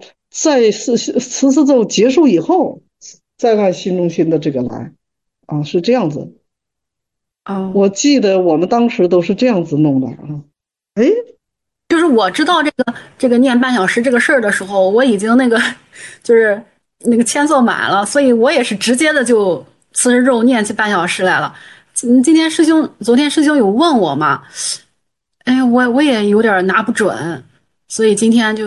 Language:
Chinese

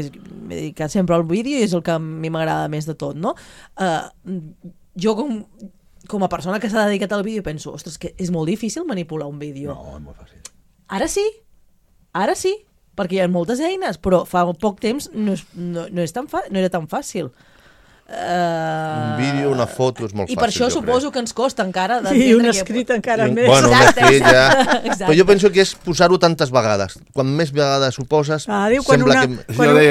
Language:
Catalan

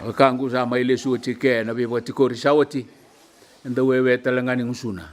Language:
Fijian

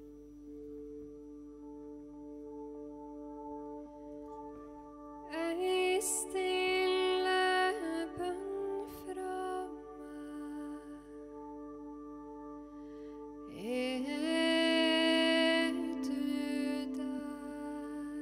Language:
Norwegian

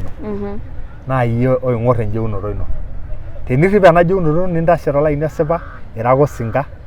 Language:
Masai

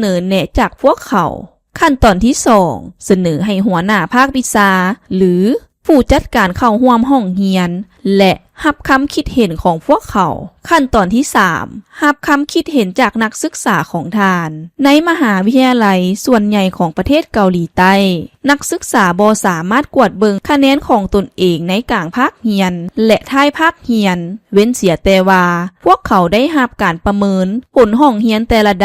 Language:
Lao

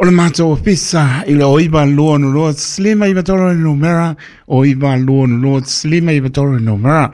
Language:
Samoan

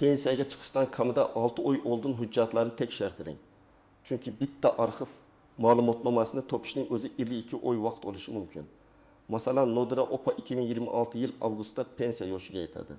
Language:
Uzbek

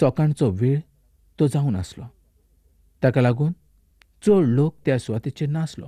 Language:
Konkani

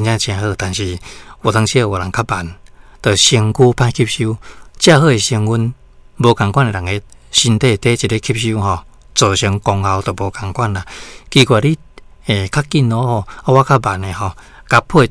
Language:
Min Nan Chinese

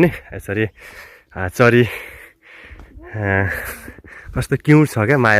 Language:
Nepali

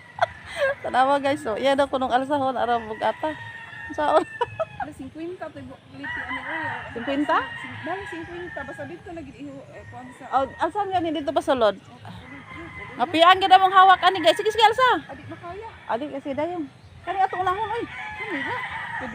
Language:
Cebuano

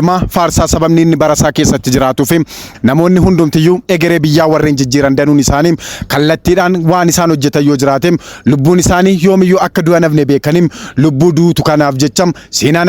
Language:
Oromo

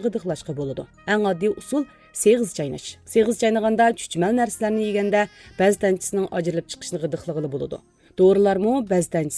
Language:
Uyghur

